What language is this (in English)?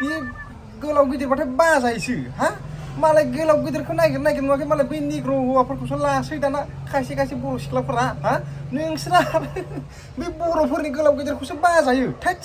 Bodo